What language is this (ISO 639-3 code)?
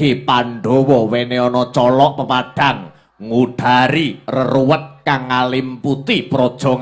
jav